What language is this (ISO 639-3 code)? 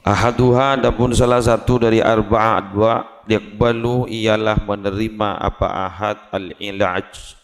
mad